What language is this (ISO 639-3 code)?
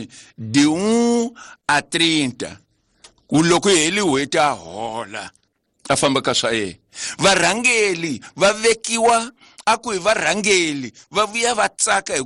tso